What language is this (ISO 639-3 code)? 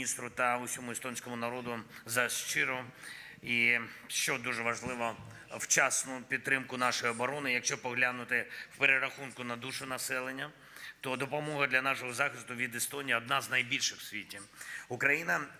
ukr